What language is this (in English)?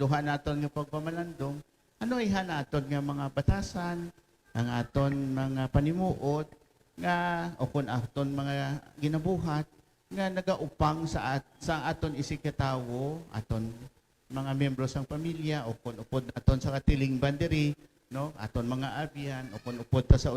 Hiligaynon